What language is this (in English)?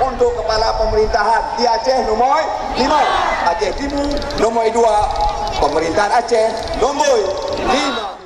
Achinese